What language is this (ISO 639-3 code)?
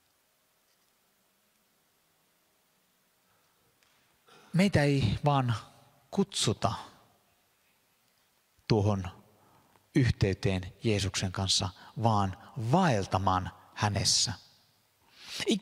fin